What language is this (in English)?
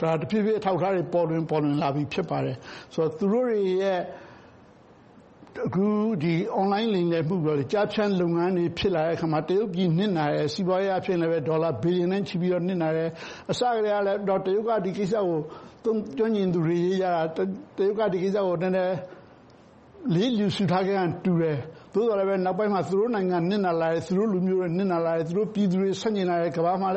Burmese